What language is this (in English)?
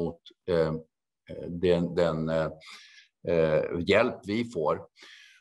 Swedish